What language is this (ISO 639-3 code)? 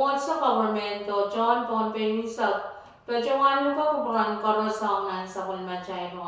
pon